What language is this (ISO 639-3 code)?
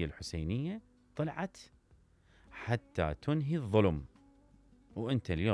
acm